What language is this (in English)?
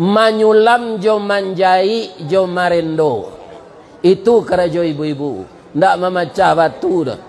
Minangkabau